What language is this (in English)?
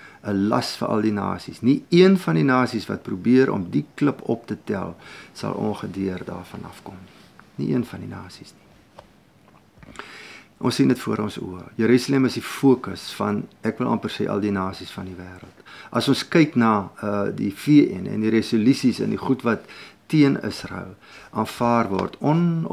Afrikaans